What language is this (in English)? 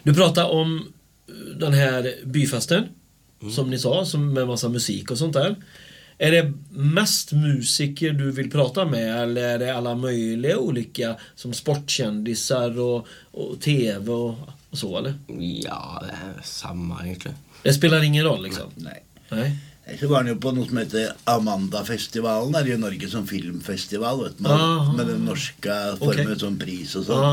Swedish